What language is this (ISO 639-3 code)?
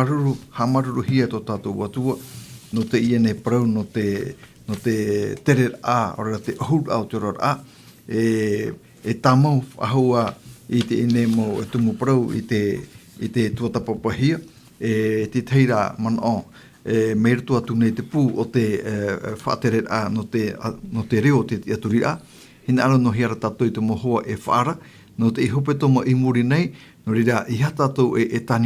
tah